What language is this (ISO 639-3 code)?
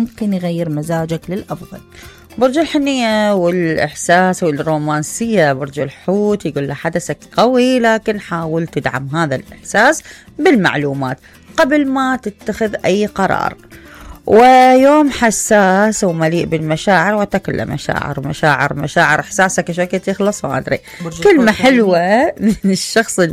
acm